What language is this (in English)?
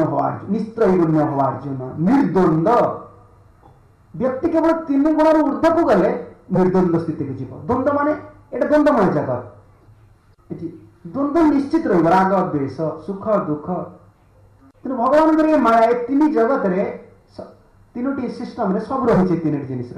Odia